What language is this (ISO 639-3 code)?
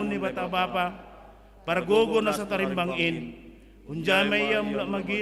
bts